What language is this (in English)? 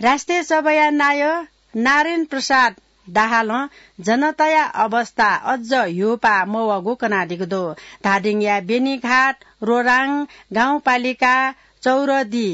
Newari